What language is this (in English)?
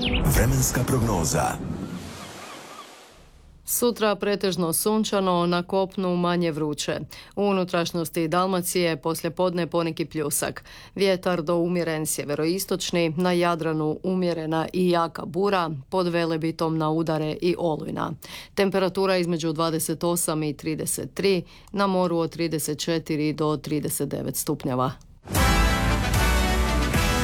Croatian